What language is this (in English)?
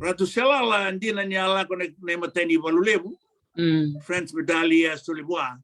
Fijian